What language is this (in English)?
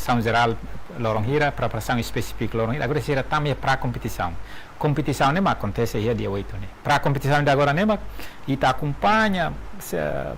Tetum